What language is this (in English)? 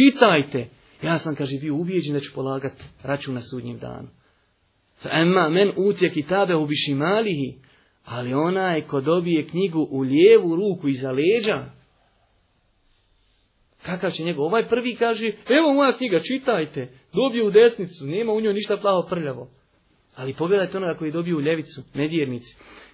Bosnian